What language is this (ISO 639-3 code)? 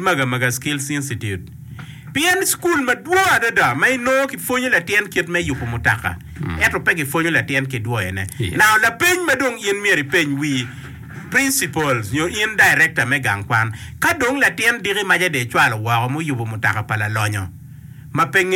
ach